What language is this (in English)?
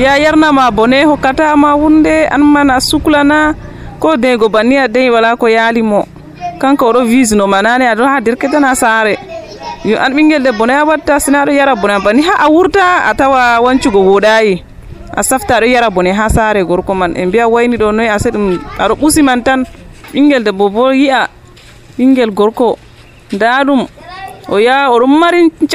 Nigerian Fulfulde